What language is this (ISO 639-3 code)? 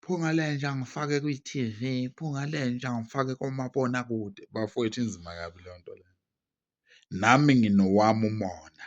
zul